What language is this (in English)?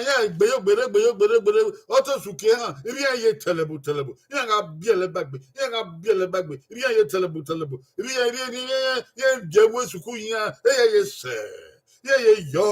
Bini